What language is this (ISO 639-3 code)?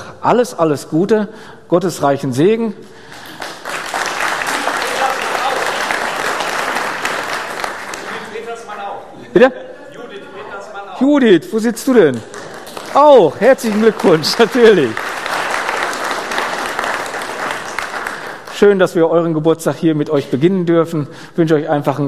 deu